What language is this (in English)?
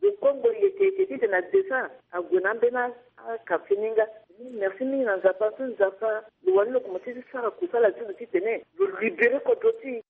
Sango